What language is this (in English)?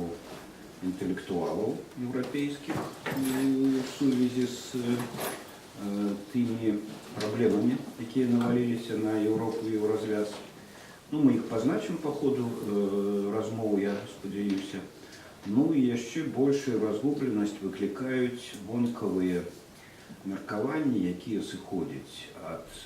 Belarusian